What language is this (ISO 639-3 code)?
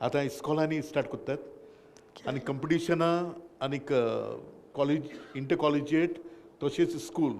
kok